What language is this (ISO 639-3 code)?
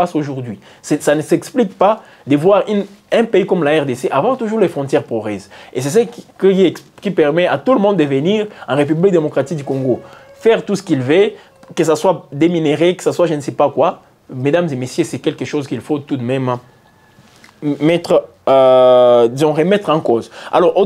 fra